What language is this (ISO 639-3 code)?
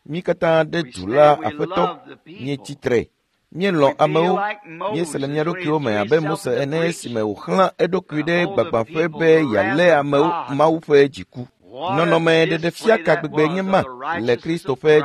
ewe